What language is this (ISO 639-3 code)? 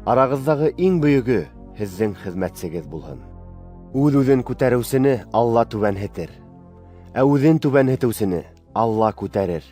bak